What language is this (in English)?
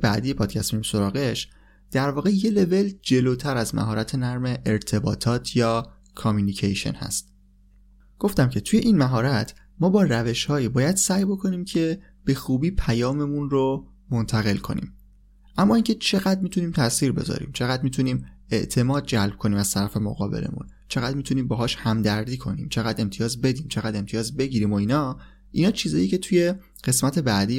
Persian